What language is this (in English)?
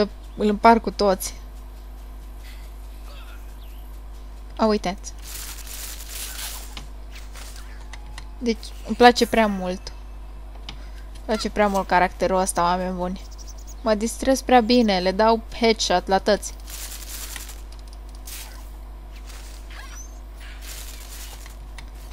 Romanian